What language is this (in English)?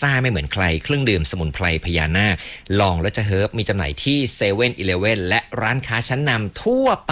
Thai